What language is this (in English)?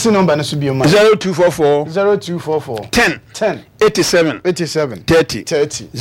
Akan